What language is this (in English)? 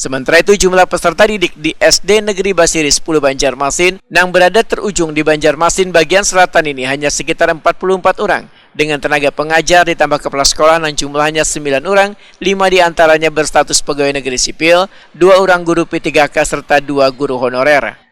Banjar